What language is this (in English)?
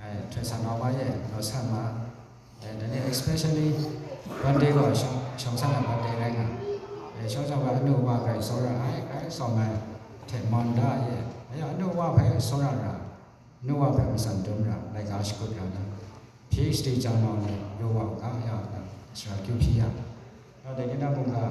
Kachin